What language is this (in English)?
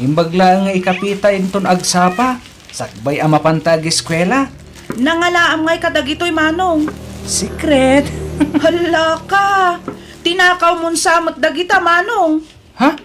Iloko